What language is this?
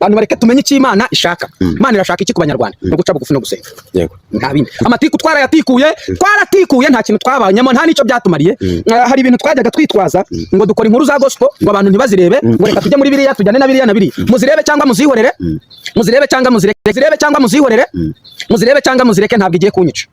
Kinyarwanda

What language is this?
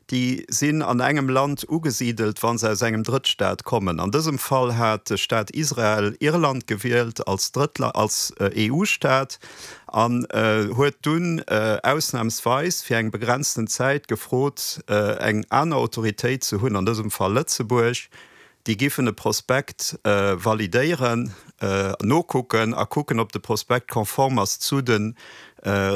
Luxembourgish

